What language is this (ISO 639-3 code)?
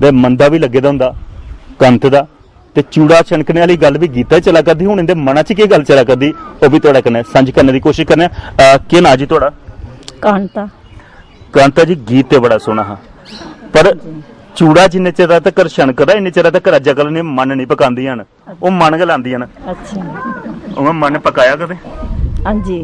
doi